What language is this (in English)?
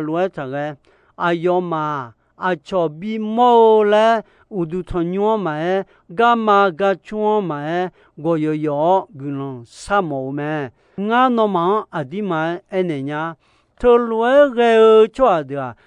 Akha